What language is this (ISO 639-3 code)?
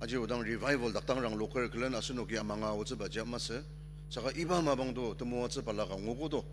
njo